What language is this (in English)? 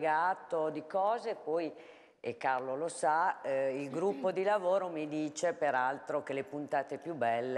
Italian